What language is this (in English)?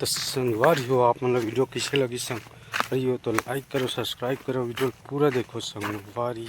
Chhattisgarhi